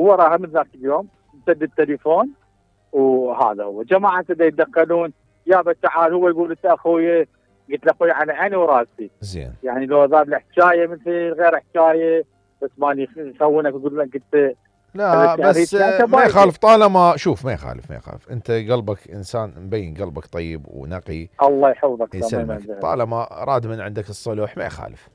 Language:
Mesopotamian Arabic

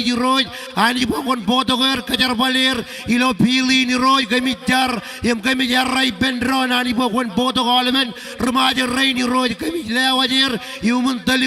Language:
Marshallese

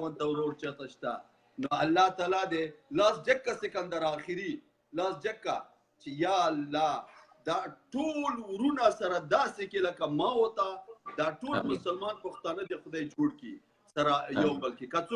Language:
Pashto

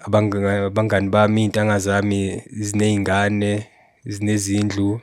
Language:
Zulu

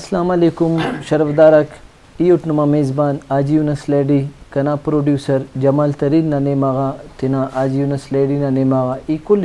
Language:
Brahui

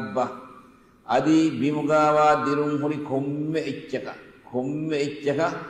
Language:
Divehi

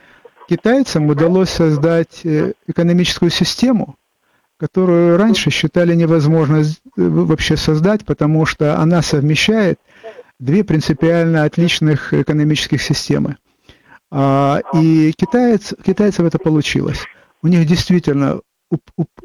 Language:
Russian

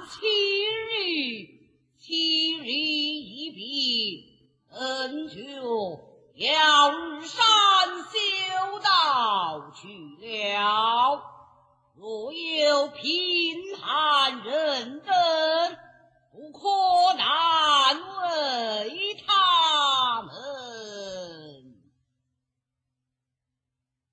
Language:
Chinese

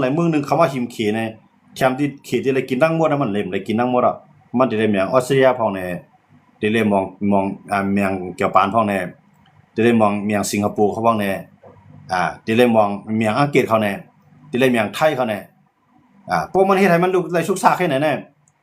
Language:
Shan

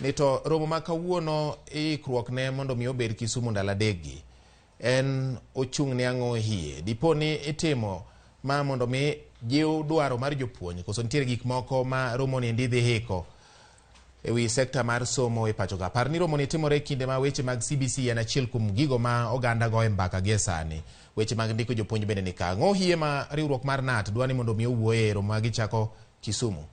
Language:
Luo (Kenya and Tanzania)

